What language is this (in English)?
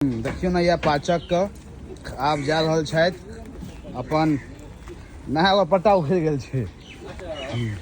Maithili